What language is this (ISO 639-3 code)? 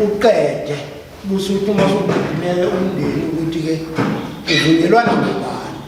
zul